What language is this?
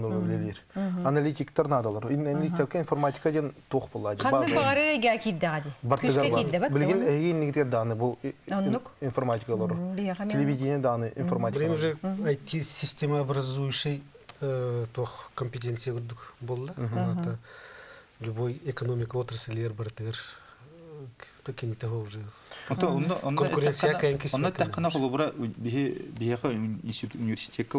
Yakut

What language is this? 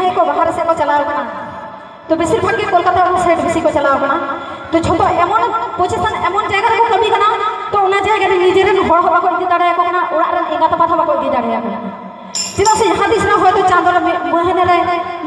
Santali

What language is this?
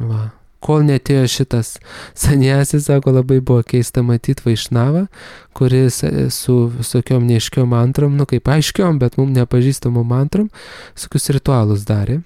Lithuanian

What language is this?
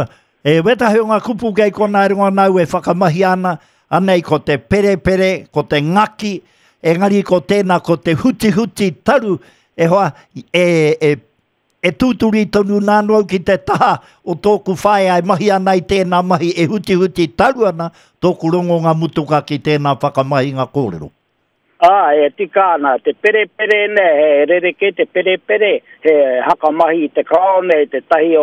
Māori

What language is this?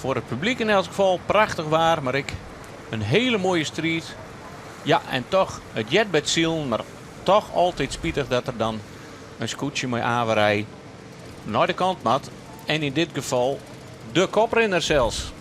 Western Frisian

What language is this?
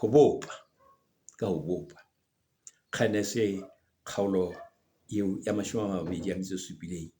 Southern Sotho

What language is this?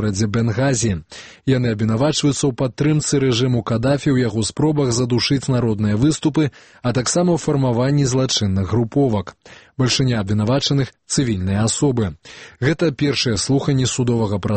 Belarusian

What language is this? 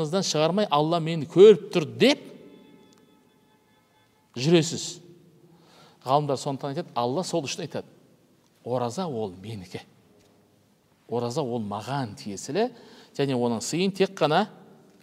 Kazakh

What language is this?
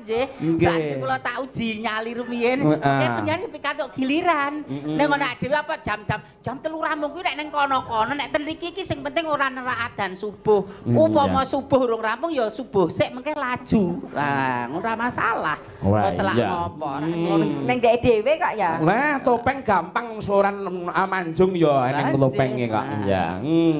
Javanese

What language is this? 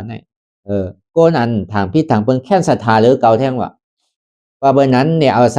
Shan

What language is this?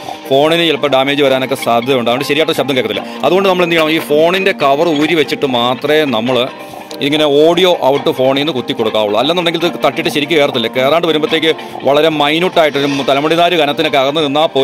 Malayalam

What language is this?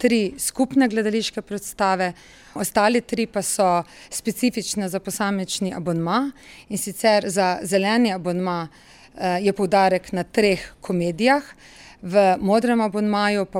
Slovenian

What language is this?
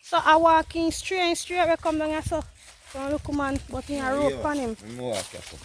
Jamaican Creole English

